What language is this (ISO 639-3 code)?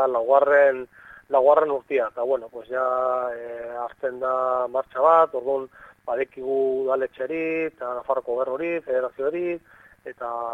eus